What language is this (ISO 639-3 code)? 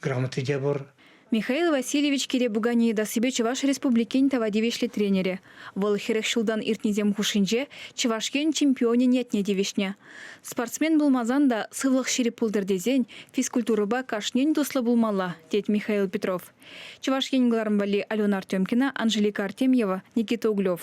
chv